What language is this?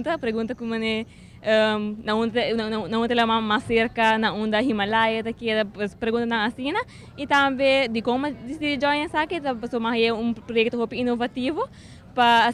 Papiamento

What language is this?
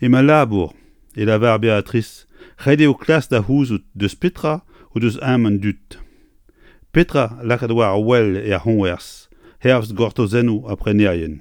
Breton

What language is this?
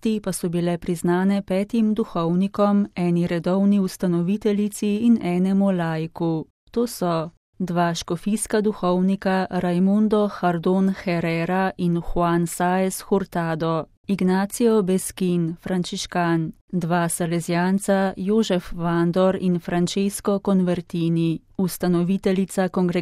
Slovenian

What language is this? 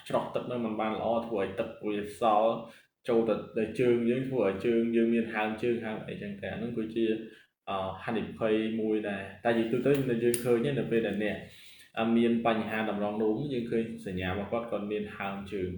Khmer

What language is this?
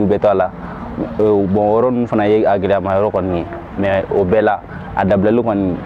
Bambara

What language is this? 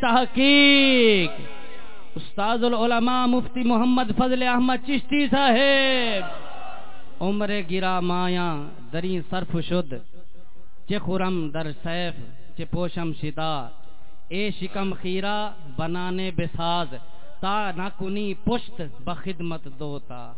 Saraiki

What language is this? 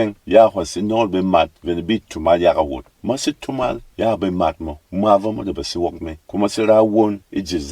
Berom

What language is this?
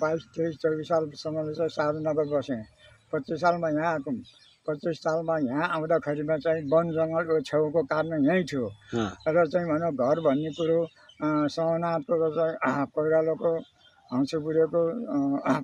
Nepali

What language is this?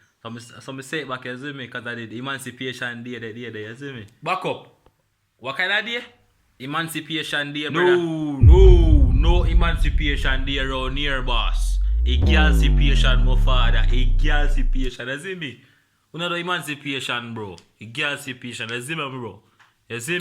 Jamaican Creole English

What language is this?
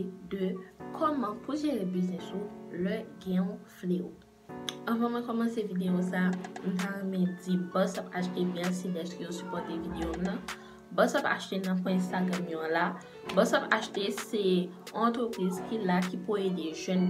Haitian Creole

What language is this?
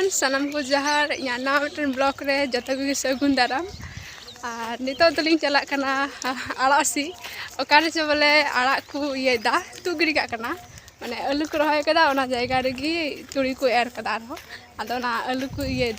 Santali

